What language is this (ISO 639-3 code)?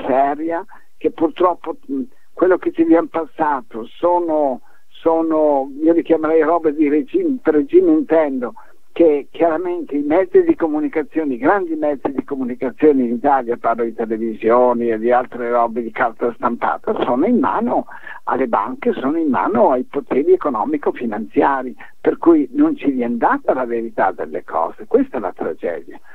ita